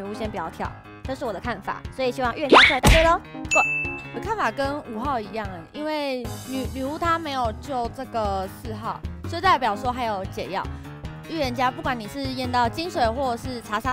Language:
Chinese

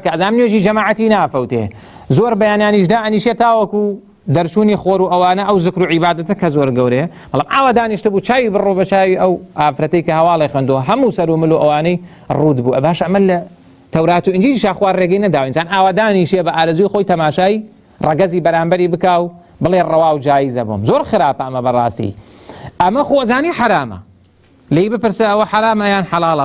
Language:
Central Kurdish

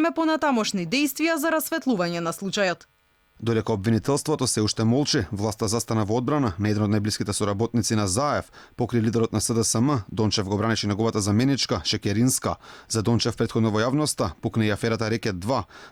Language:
Macedonian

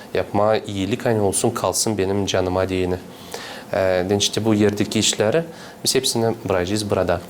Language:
Gagauz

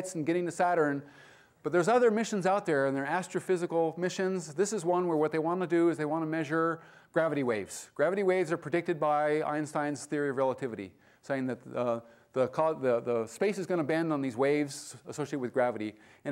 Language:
English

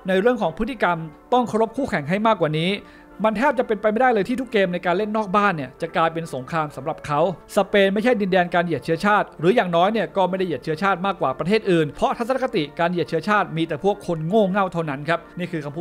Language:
Thai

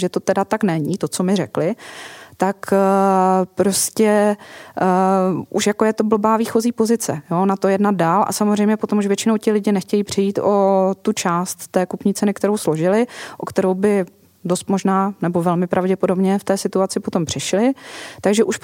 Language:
Czech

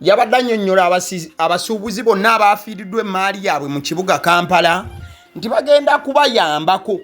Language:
Ganda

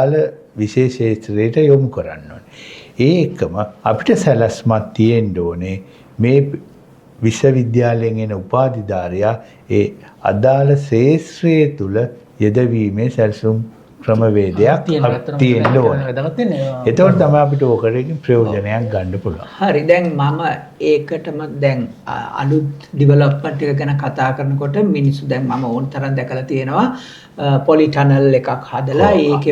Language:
Sinhala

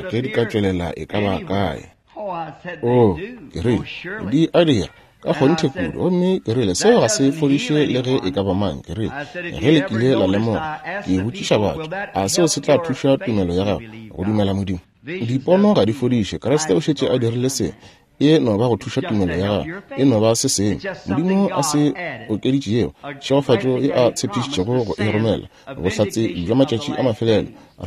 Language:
Northern Sotho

